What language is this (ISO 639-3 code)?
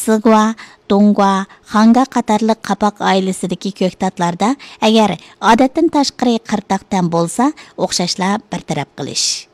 uig